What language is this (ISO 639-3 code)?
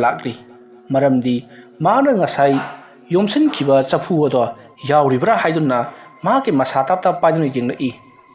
mni